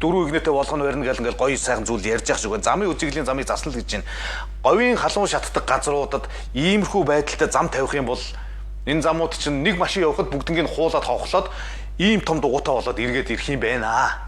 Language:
Mongolian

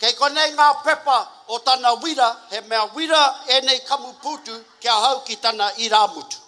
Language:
Māori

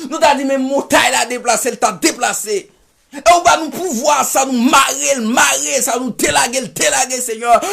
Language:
Haitian Creole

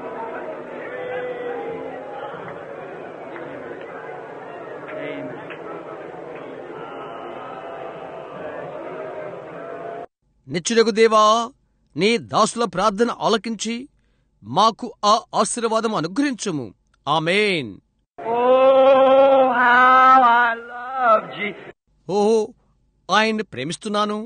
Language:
Telugu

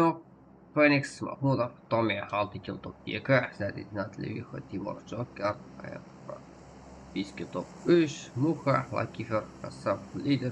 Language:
Kara-Kalpak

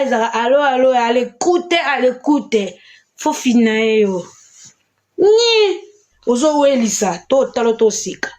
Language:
Lingala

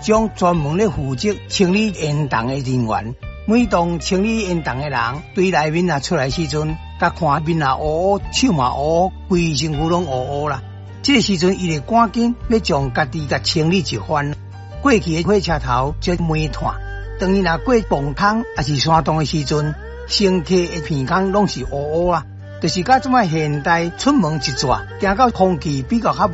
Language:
Min Nan Chinese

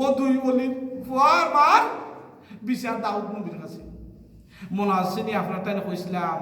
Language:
Sylheti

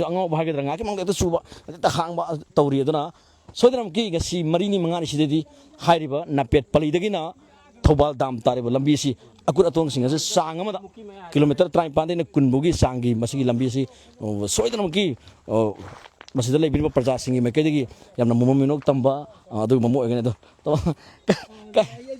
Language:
Manipuri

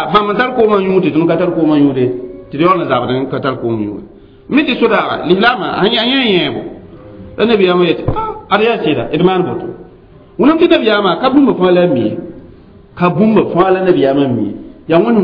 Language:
Mossi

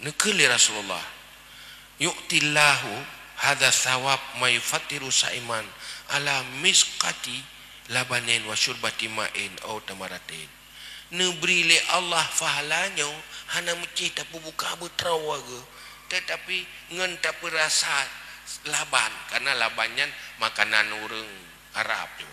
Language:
Achinese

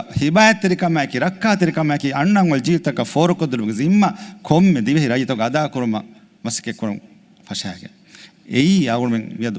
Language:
Divehi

